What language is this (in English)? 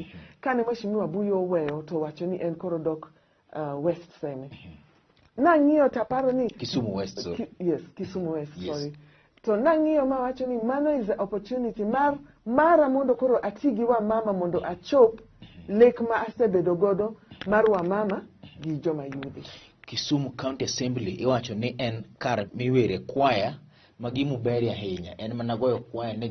Luo (Kenya and Tanzania)